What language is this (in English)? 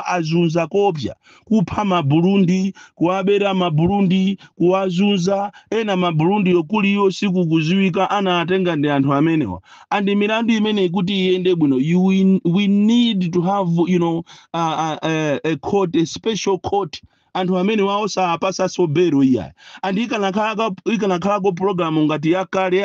Nyanja